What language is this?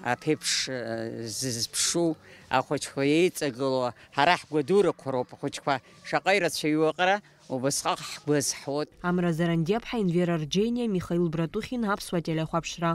Abkhazian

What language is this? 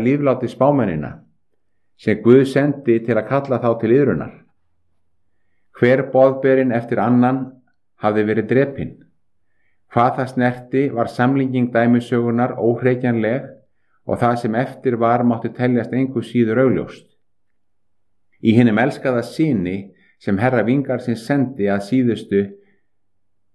Icelandic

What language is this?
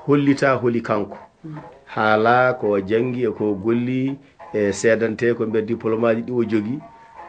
Fula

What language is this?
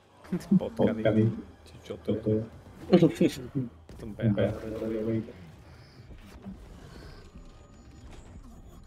Slovak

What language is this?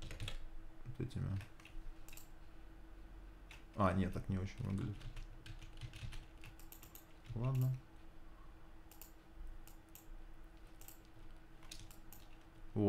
Russian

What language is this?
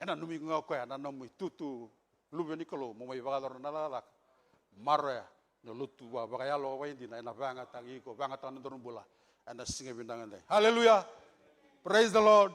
Fijian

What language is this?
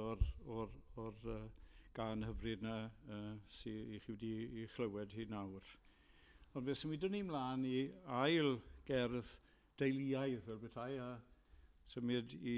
Welsh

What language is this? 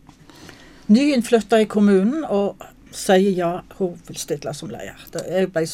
Norwegian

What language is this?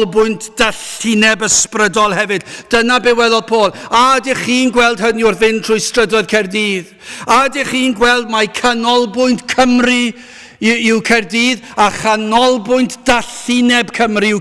Welsh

